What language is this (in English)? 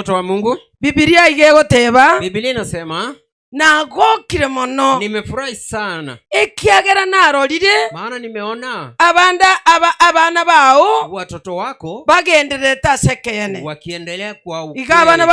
Gusii